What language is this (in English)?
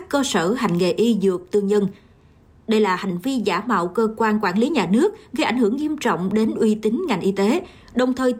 Vietnamese